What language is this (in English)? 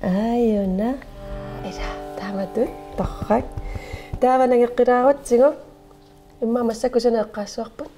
Kalaallisut